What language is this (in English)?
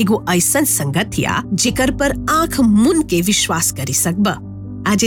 Bhojpuri